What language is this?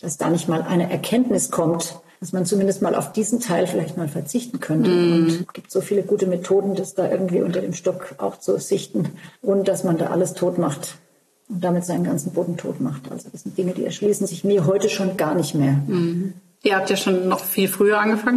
German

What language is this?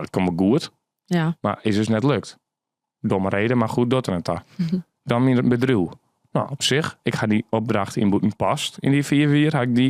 Western Frisian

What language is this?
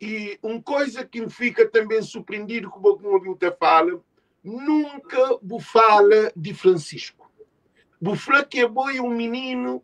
Kabuverdianu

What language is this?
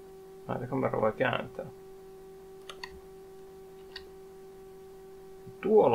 Finnish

